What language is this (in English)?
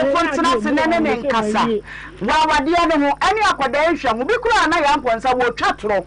Akan